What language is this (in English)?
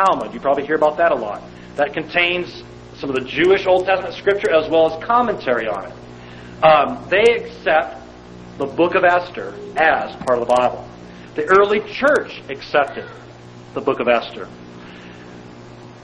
English